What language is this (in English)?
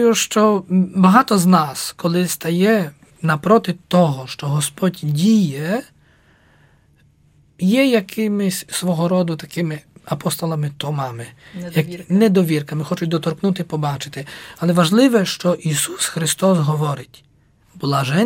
Ukrainian